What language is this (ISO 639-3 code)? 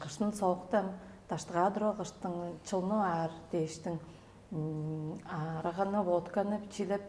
tyv